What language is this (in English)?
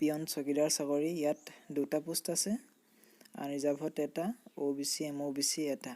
Assamese